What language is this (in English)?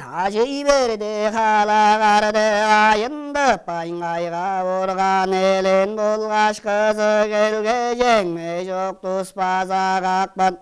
Tuvinian